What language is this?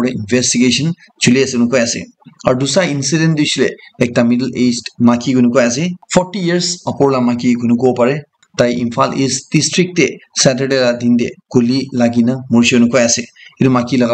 Naga Pidgin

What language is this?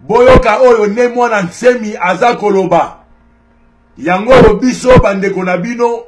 Lingala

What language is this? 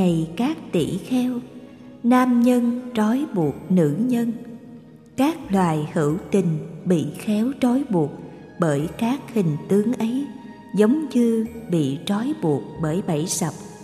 Vietnamese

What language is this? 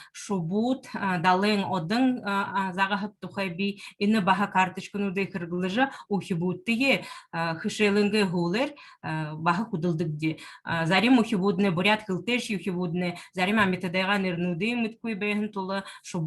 Buriat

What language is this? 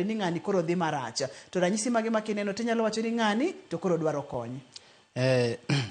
Luo (Kenya and Tanzania)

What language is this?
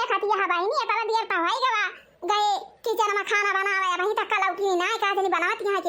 Awadhi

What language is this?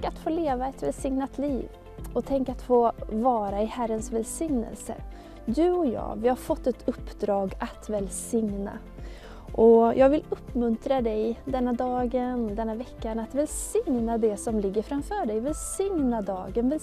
Swedish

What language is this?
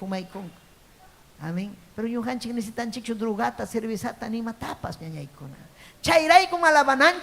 Ayacucho Quechua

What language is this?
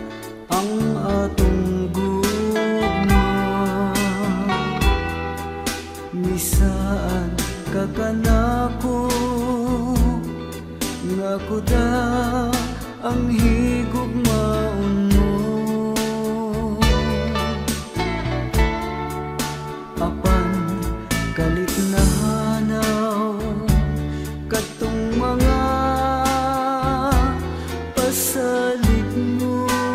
Cebuano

